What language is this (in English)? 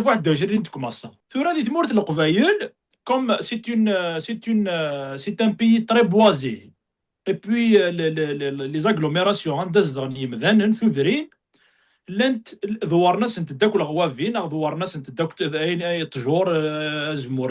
Kabyle